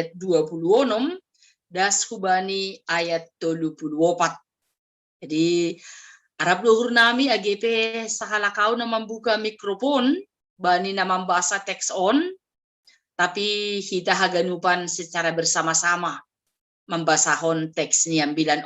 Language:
Batak Simalungun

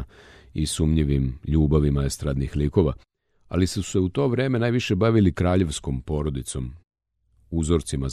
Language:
Serbian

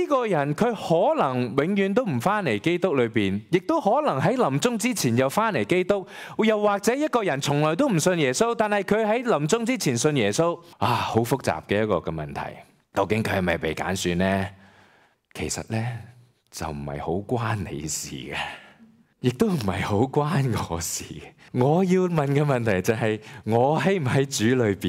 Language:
Cantonese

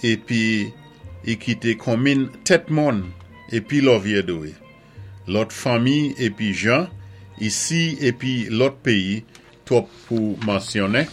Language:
Saint Lucian Creole French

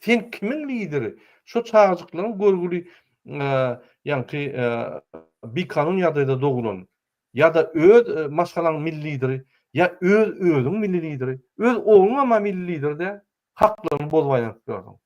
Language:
Turkmen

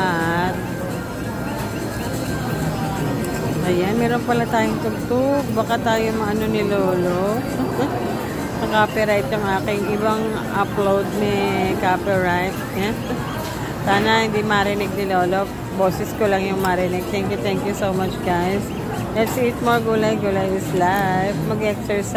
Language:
Filipino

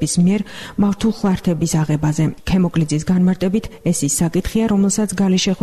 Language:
Georgian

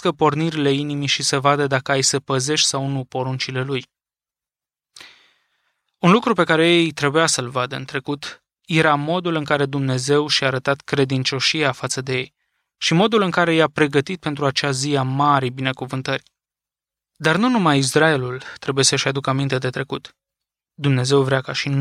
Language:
Romanian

